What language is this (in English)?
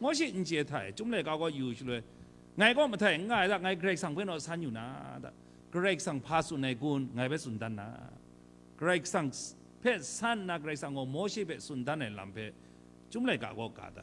Kachin